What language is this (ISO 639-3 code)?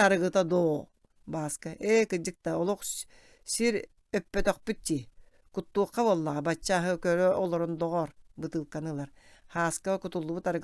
sah